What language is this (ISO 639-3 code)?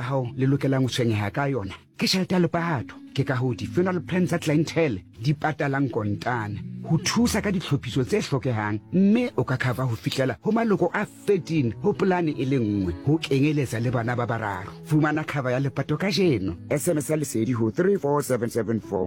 sot